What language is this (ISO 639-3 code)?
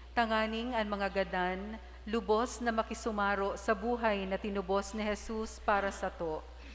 bik